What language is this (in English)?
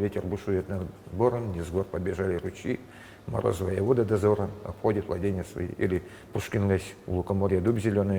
Udmurt